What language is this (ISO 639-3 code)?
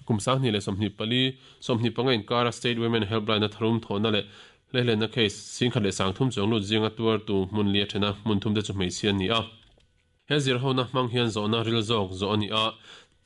lus